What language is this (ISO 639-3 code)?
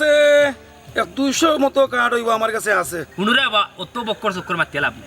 syl